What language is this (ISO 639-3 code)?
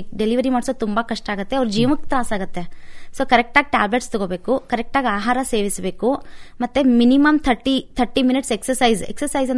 kan